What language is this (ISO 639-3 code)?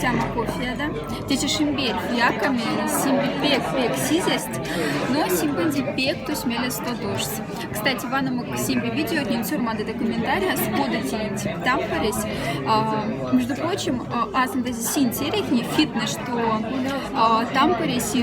mdf